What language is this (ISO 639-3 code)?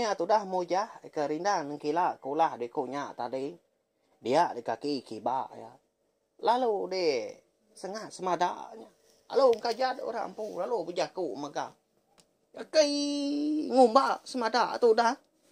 iba